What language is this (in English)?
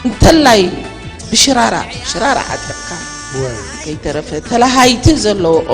Tigrinya